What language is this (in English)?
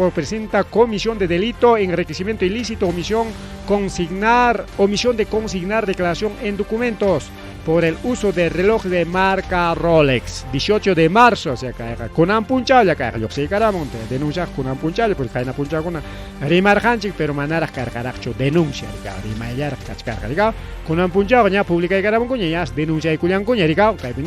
Ayacucho Quechua